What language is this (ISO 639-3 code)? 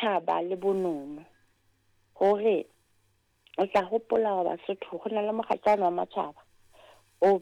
sot